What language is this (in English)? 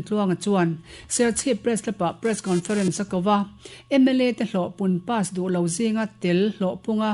Mizo